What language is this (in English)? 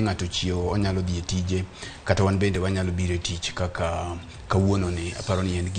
Luo (Kenya and Tanzania)